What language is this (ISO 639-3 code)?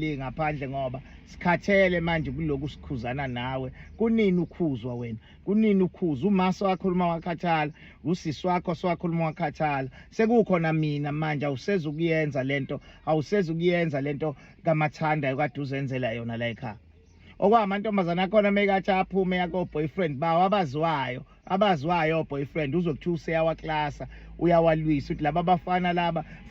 zul